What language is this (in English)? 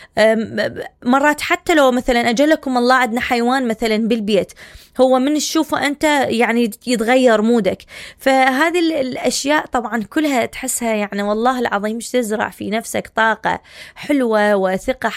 Mesopotamian Arabic